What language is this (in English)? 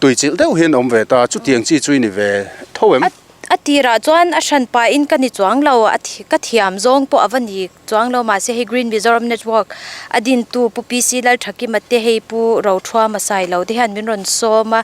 Mizo